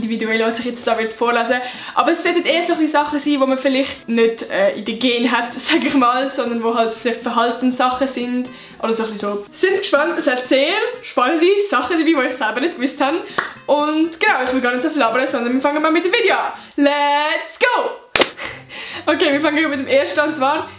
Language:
Swiss German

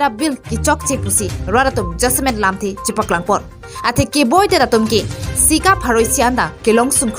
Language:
Karbi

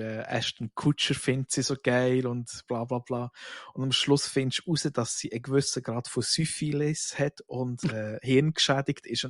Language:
Swiss German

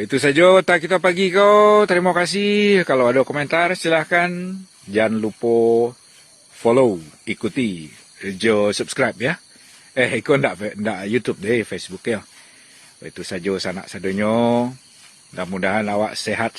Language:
Minangkabau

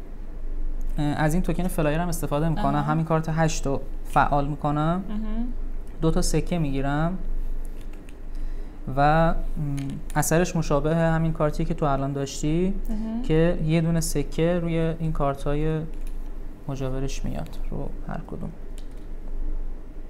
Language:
Persian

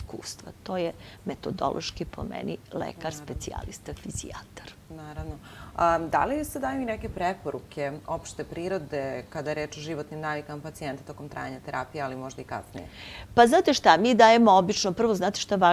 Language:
Serbian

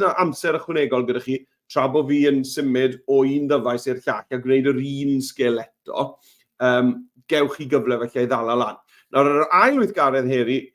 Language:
Welsh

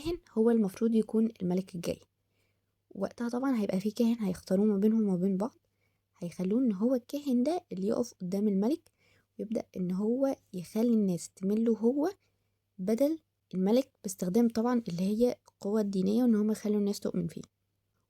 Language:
Egyptian Arabic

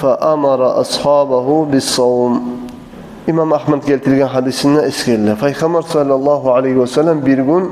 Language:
Kumyk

